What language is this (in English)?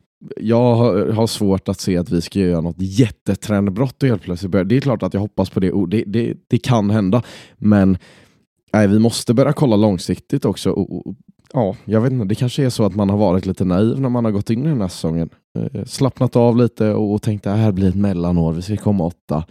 Swedish